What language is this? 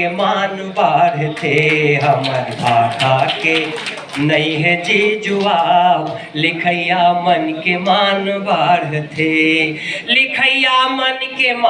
Chhattisgarhi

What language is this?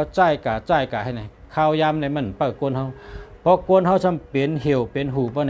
Shan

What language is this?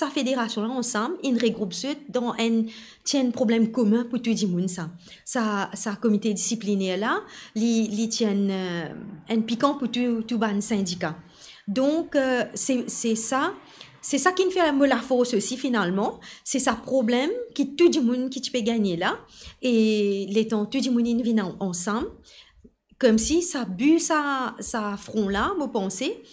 Morisyen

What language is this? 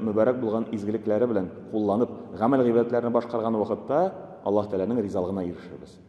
Tatar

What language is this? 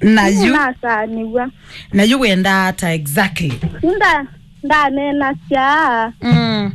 Kamba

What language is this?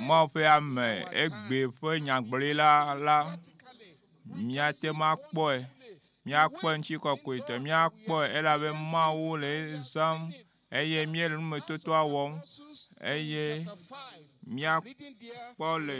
Ewe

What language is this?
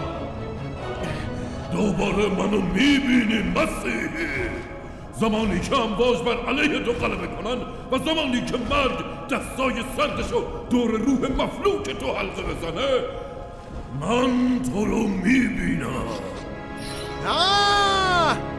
Persian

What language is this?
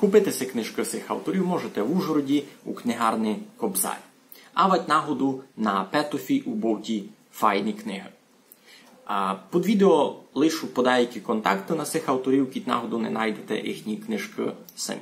Rusyn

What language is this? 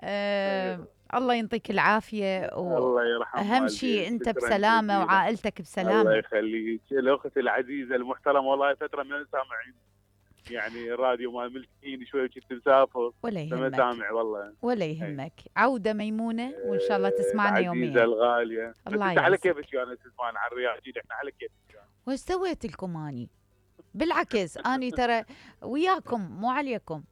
Mesopotamian Arabic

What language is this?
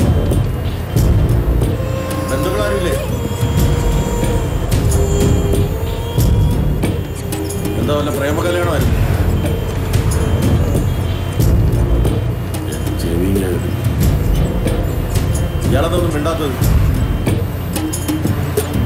Malayalam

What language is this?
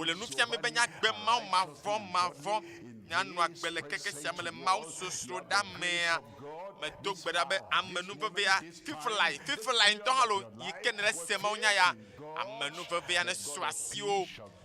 Ewe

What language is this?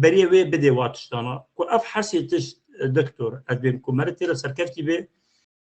Kurdish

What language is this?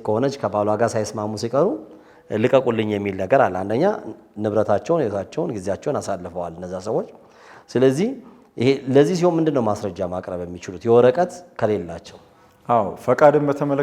Amharic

